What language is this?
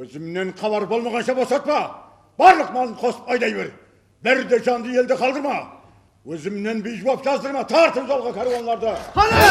Kara-Kalpak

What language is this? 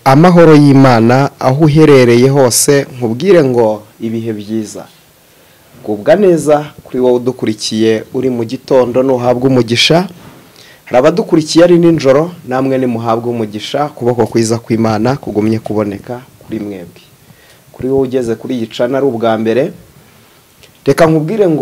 Kinyarwanda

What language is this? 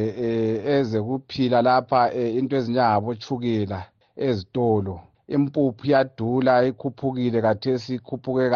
North Ndebele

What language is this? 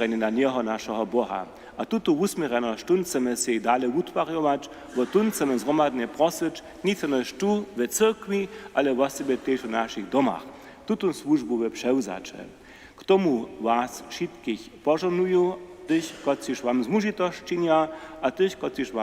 Upper Sorbian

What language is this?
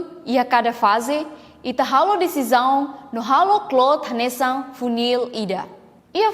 Tetum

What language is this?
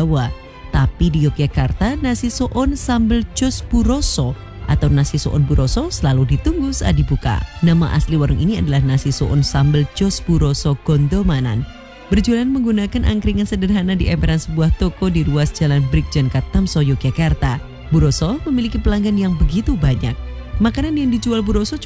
Indonesian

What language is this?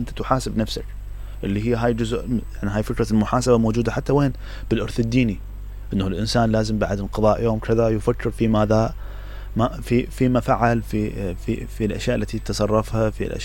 Mesopotamian Arabic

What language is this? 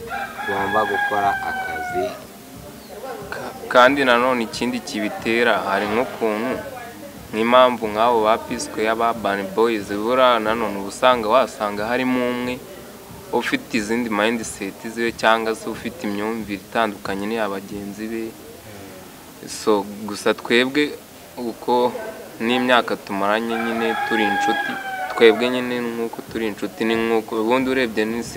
Kinyarwanda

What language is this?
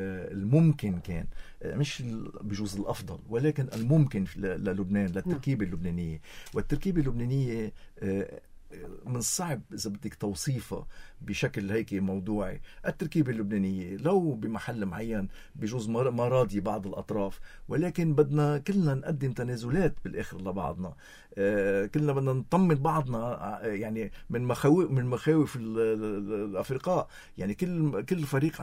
North Levantine Arabic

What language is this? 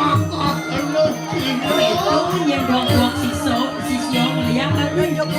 Balinese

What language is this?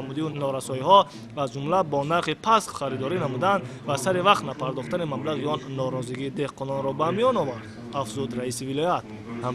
Tajik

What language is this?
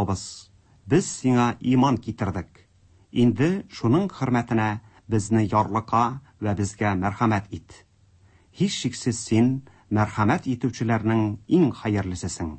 Tatar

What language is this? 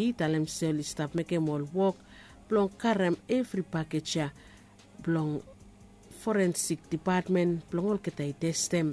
Bislama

